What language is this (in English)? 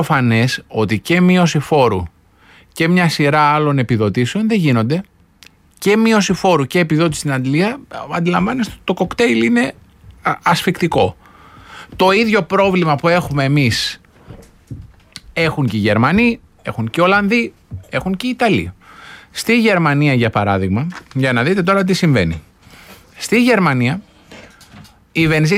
Greek